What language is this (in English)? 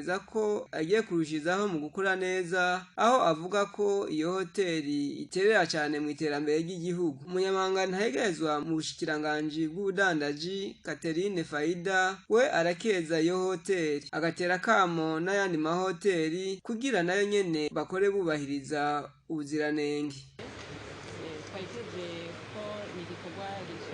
Rundi